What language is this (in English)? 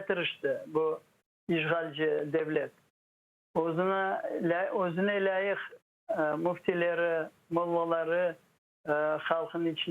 Crimean Tatar